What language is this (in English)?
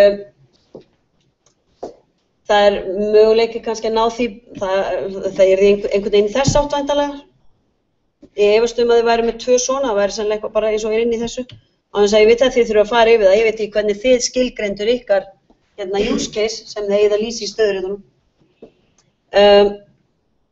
Icelandic